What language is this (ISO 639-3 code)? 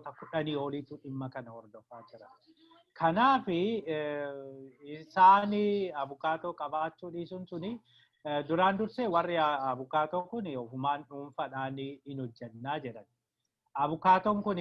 orm